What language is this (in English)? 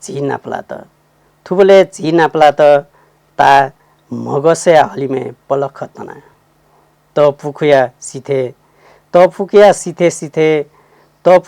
Newari